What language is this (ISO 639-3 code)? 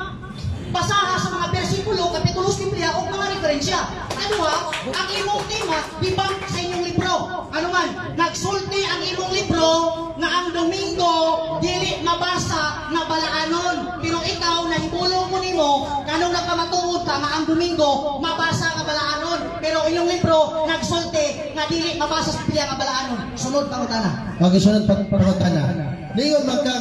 ceb